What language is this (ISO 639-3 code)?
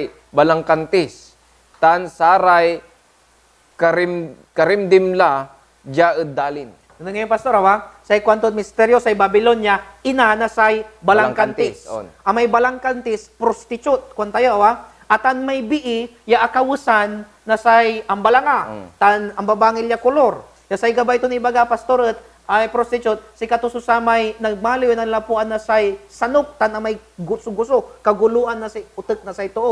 pag